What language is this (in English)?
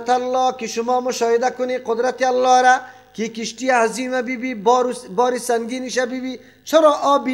Persian